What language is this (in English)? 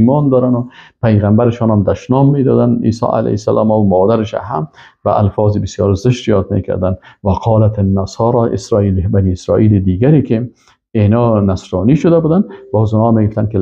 Persian